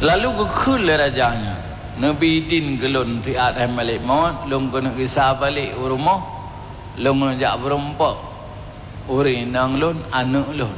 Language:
Achinese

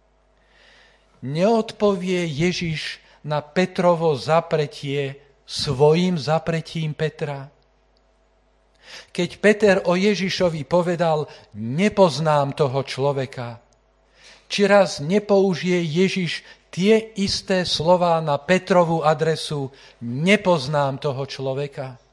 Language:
Slovak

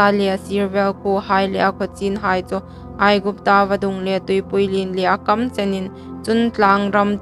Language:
Hmar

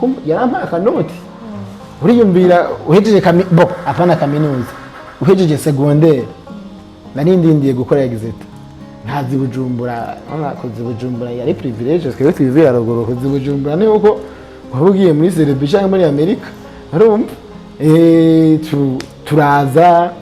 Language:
Rundi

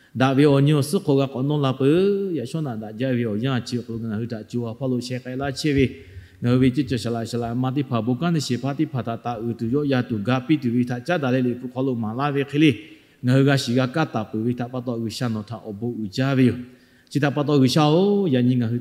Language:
Lahu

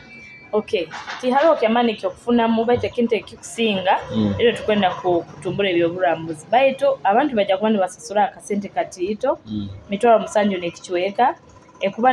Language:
Nyoro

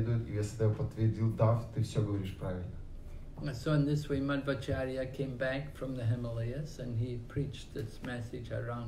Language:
Russian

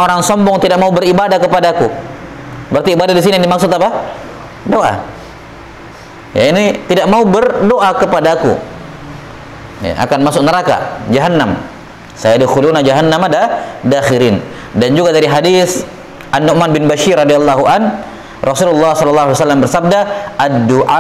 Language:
Indonesian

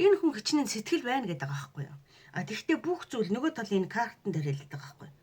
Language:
Mongolian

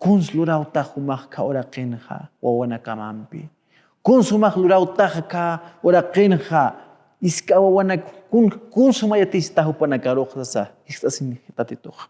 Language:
Aymara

